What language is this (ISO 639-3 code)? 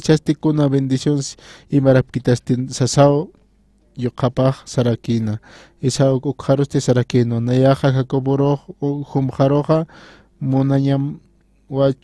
aym